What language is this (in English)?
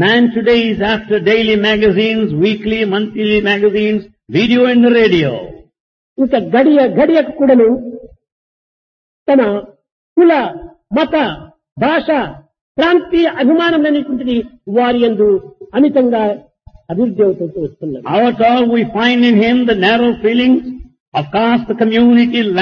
Telugu